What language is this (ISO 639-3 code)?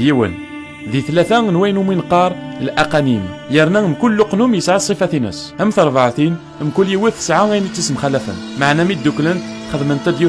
kab